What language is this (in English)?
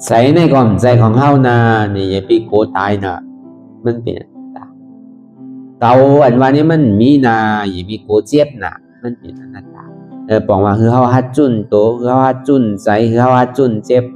Shan